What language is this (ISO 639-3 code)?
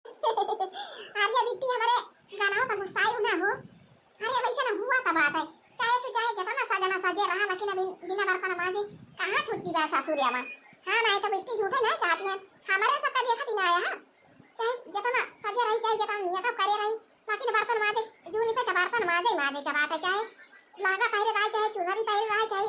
awa